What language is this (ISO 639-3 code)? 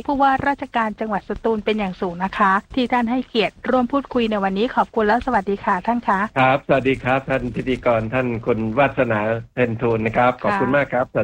tha